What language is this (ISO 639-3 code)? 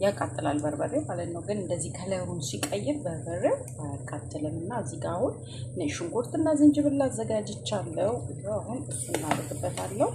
amh